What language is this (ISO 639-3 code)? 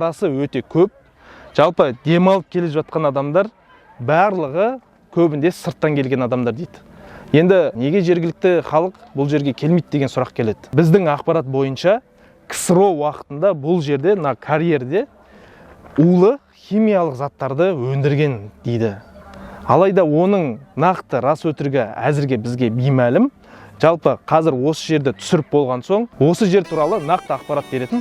kaz